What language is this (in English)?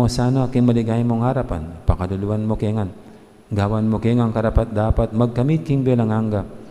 Pampanga